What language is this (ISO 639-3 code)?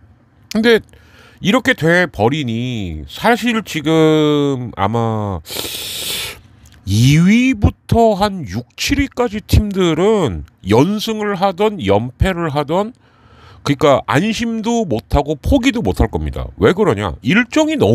kor